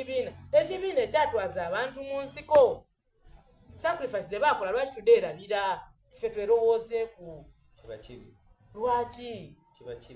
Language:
Soga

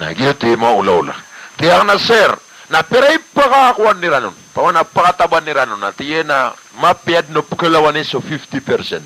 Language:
Maranao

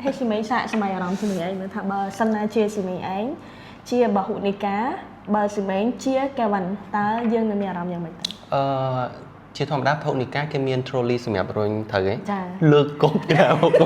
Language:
Khmer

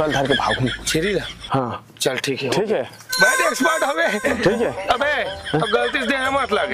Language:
Chhattisgarhi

